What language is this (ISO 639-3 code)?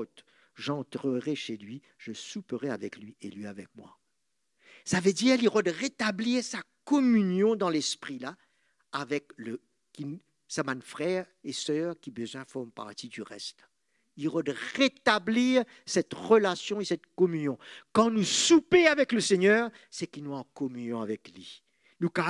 mfe